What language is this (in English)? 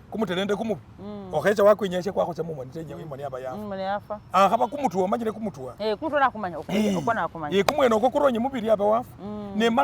Masaaba